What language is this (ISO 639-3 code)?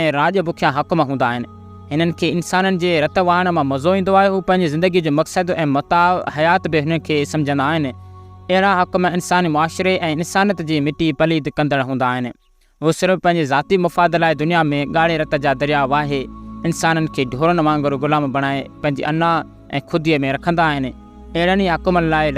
snd